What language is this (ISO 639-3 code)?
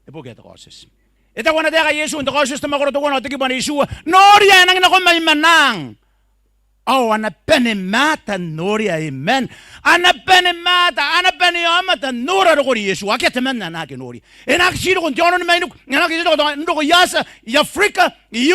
gil